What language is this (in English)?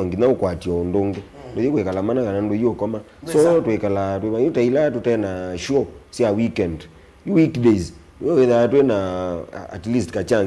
Kamba